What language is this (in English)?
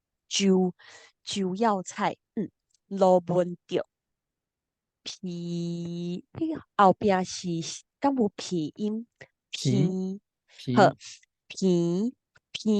Min Nan Chinese